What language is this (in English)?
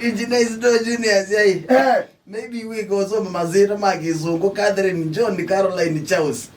Kamba